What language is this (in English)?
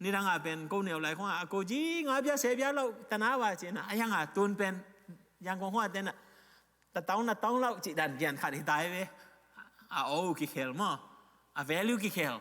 Tedim Chin